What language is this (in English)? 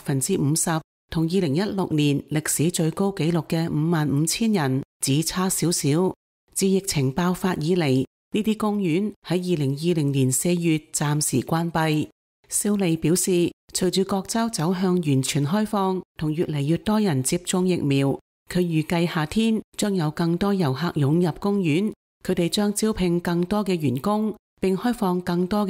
Cantonese